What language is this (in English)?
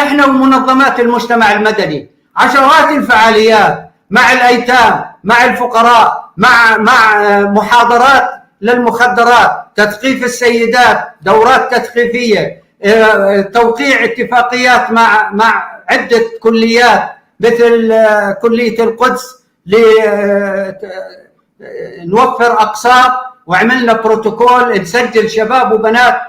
North Levantine Arabic